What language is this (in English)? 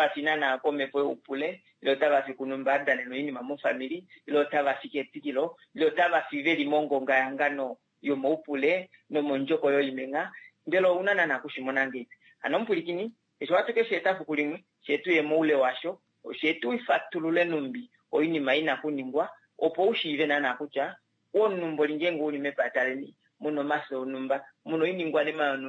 Kuanyama